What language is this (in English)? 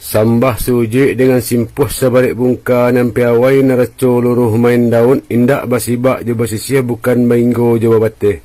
Minangkabau